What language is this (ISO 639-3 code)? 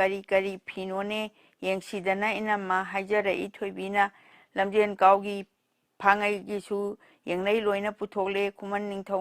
mni